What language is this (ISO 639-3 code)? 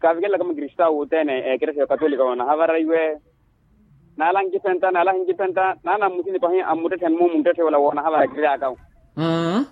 vmw